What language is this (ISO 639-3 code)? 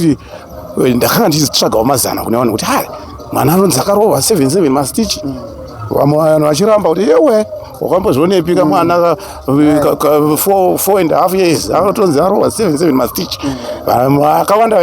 sna